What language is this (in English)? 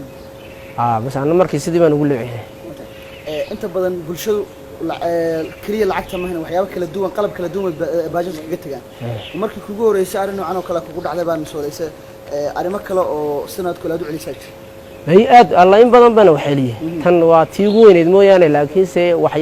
Somali